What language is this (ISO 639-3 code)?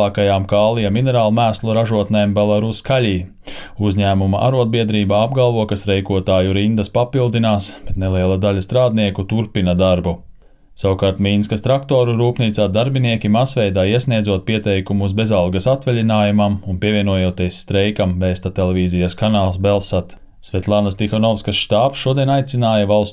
lav